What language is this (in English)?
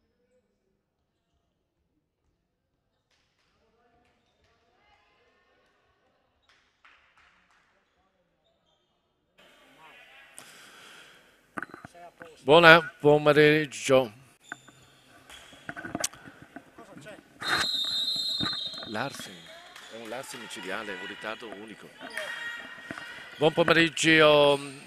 Italian